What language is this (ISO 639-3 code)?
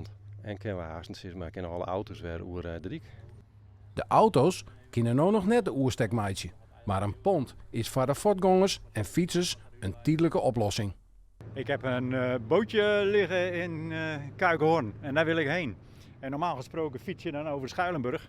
fry